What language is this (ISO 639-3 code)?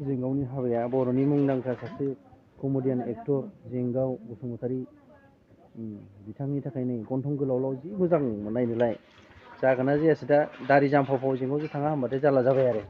brx